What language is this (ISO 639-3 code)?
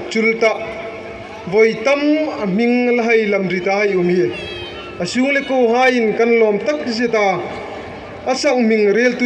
hmr